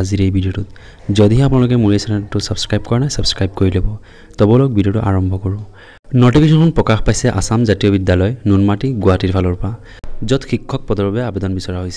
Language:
Assamese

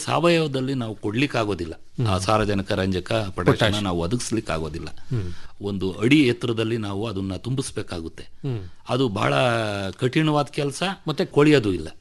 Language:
Kannada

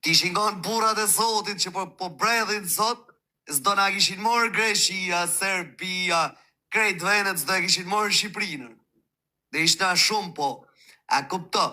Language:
Albanian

